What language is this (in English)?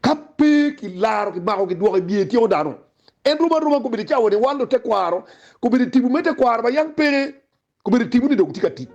Acoli